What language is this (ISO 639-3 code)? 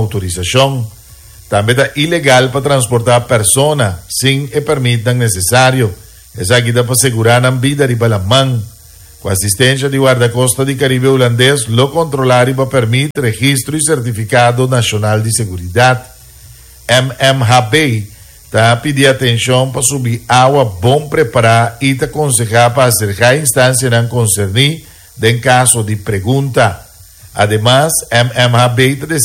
pap